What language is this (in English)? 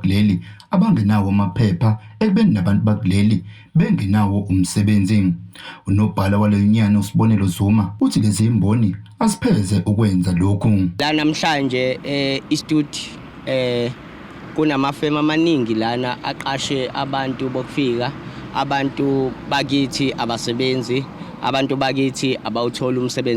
Zulu